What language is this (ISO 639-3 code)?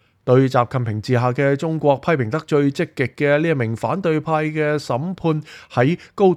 yue